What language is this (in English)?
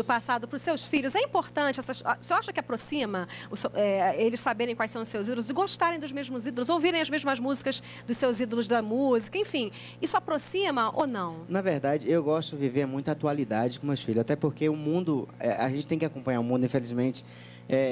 Portuguese